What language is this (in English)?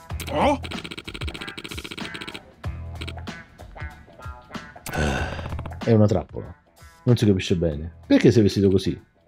Italian